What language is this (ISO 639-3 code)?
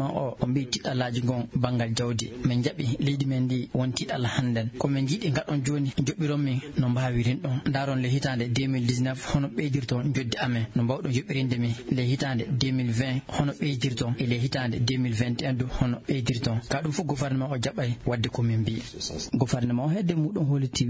ful